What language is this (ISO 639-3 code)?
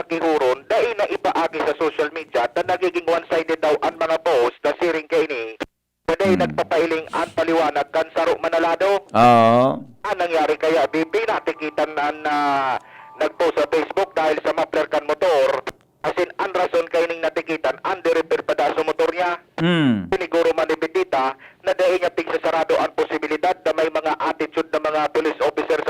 bik